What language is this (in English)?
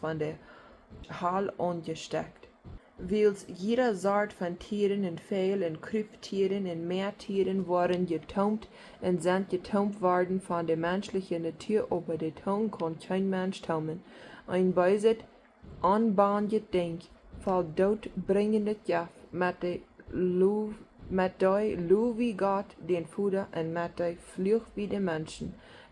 Plautdietsch